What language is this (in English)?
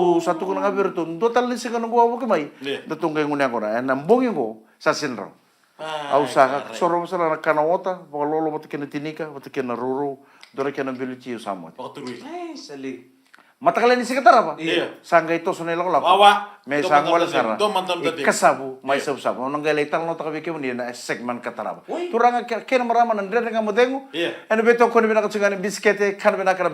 Fijian